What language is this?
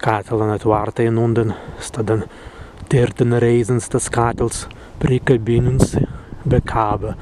Prussian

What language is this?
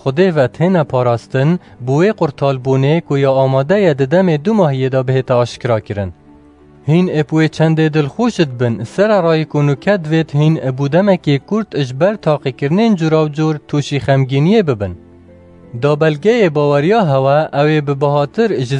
Kurdish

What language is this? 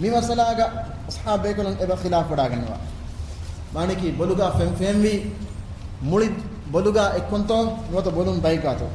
Divehi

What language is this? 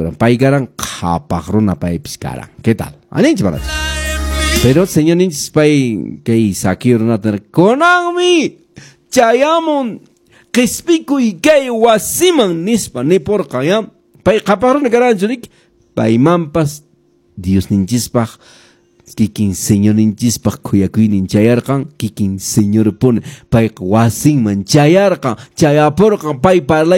Quechua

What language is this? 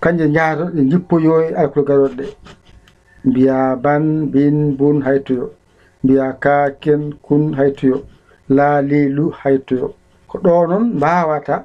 Fula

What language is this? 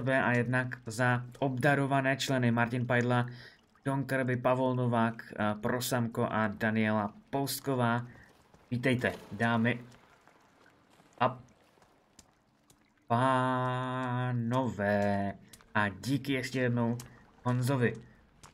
Czech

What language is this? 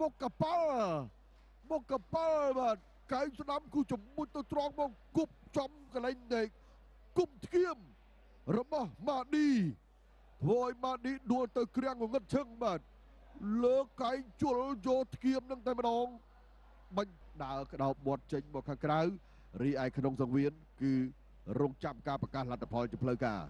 Khmer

